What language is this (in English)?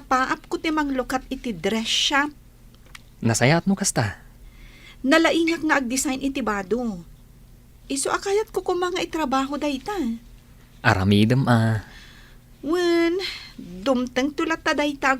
Iloko